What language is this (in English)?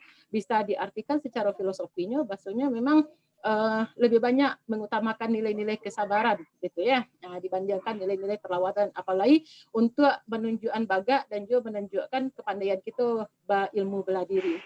Minangkabau